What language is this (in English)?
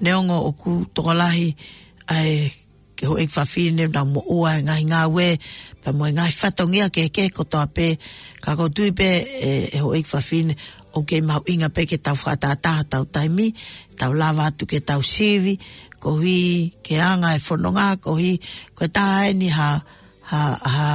Tongan